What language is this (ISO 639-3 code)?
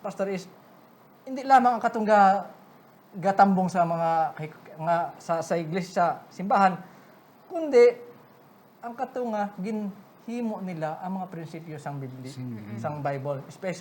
hil